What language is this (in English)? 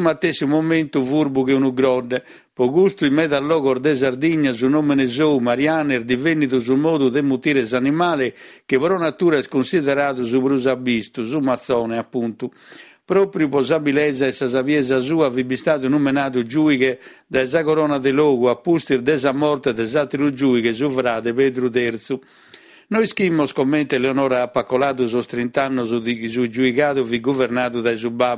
Sardinian